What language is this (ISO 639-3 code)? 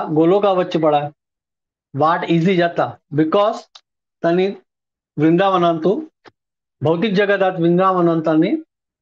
kok